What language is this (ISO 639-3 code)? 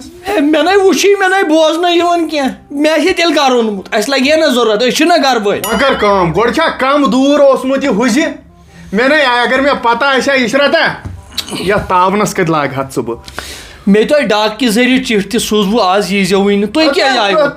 kas